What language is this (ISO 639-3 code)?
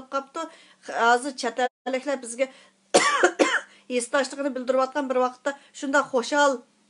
uig